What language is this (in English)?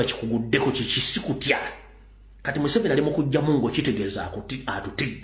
Ganda